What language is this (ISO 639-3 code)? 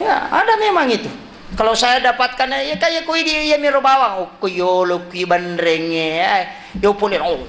bug